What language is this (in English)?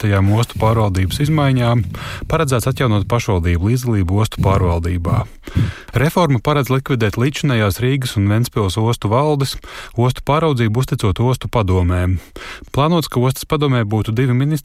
Latvian